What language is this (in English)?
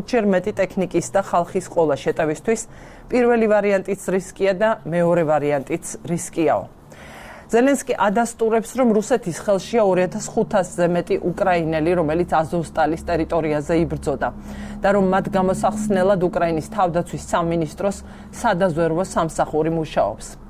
Georgian